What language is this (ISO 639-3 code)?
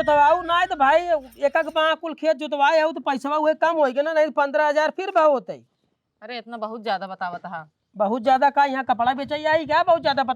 awa